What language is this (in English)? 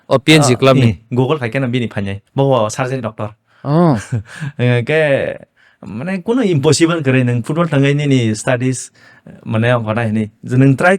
Kok Borok